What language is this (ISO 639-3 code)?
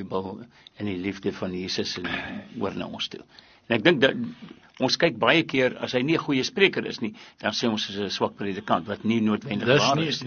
afr